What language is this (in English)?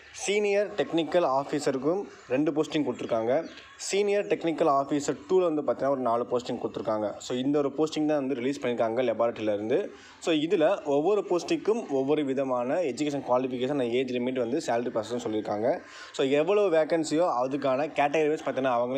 Tamil